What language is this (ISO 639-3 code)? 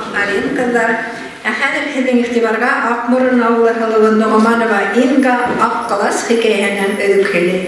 bak